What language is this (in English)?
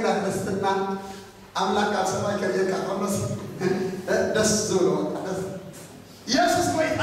Tigrinya